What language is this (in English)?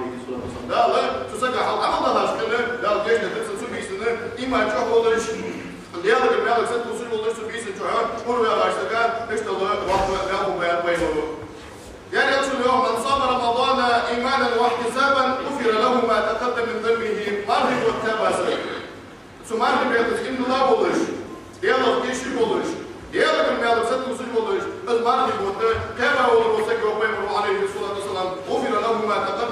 Ingush